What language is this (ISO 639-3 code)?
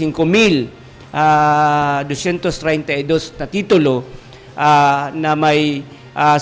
bik